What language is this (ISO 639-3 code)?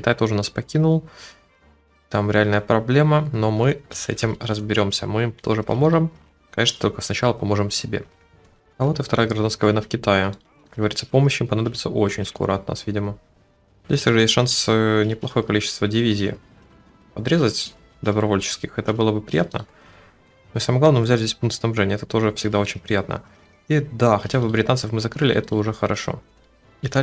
rus